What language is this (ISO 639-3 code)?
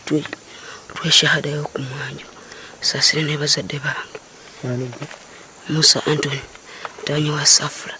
lug